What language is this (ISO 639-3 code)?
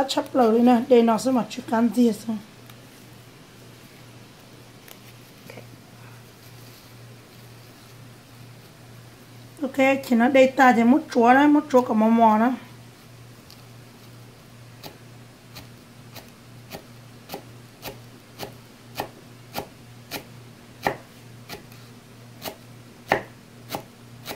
vie